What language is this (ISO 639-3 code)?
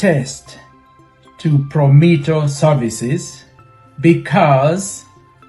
kik